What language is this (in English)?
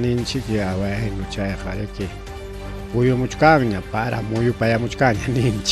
Ayacucho Quechua